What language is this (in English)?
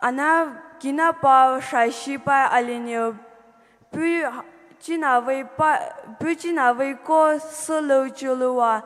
Poumei Naga